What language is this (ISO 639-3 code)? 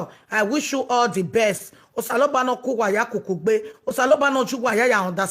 pcm